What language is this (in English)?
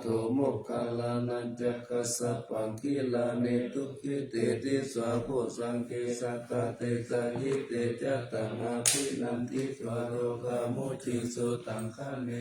Pali